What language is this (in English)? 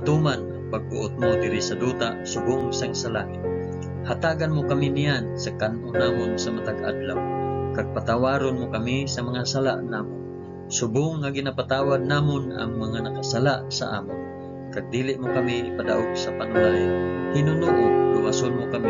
Hiligaynon